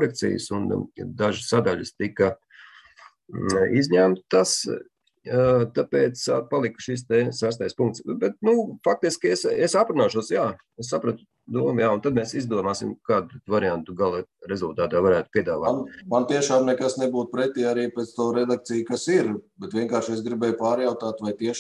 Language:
Latvian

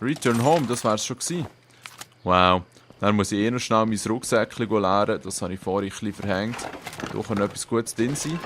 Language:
Swiss German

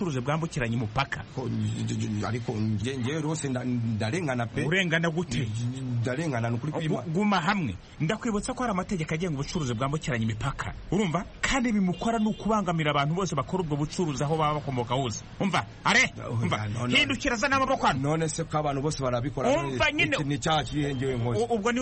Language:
Kinyarwanda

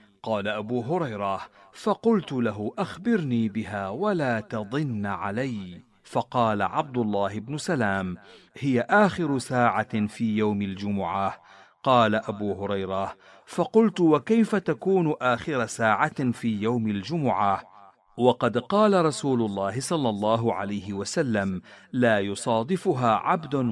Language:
Arabic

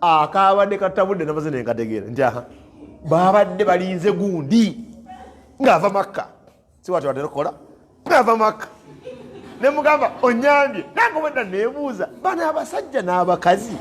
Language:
Ganda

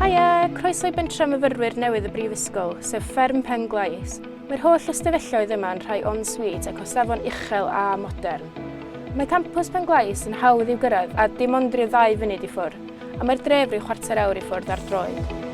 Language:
Welsh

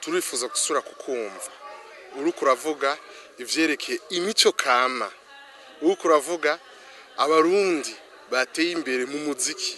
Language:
Rundi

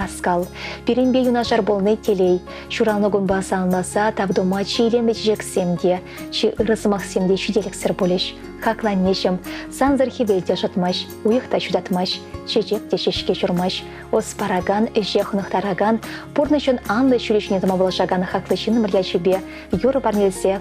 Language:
Chuvash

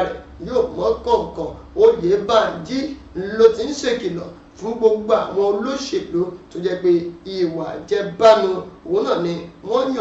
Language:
Yoruba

